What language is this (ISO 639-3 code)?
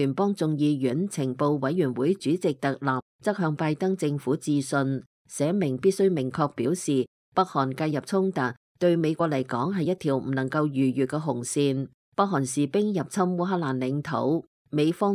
yue